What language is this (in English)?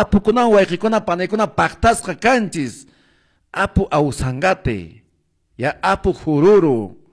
Quechua